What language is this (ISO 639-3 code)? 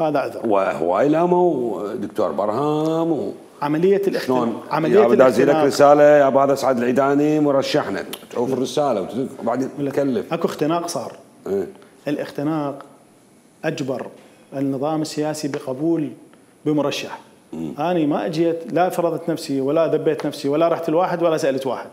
acm